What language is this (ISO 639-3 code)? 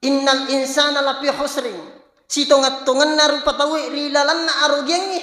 bug